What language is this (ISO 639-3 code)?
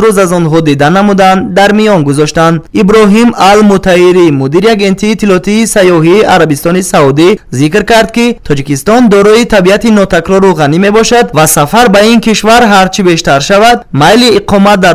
tgk